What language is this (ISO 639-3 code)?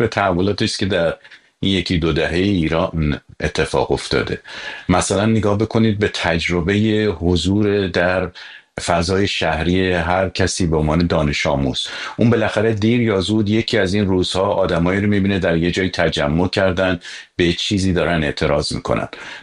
fas